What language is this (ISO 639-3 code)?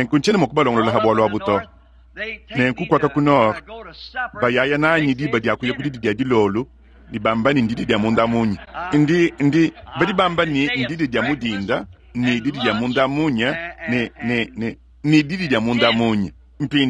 lua